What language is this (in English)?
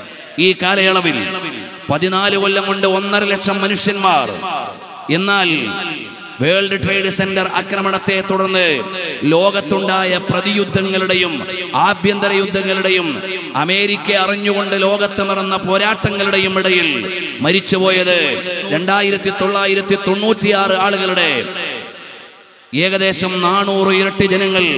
Malayalam